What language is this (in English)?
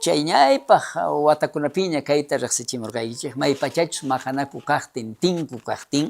South Bolivian Quechua